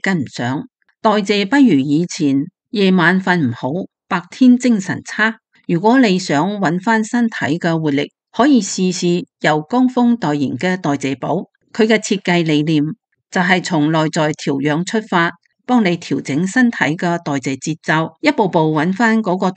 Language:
Cantonese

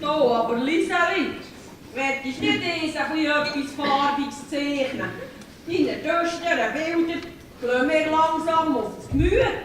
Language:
Swiss German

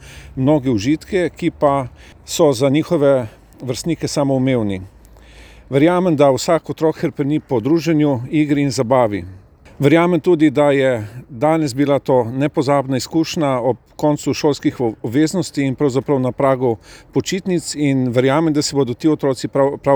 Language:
Slovenian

